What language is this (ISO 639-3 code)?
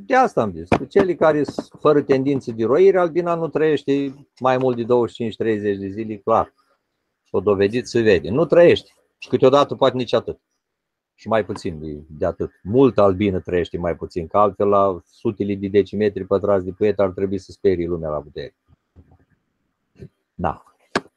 ron